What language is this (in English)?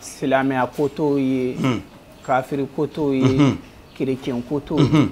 Bambara